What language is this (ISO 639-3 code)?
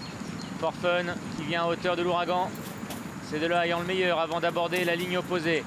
fra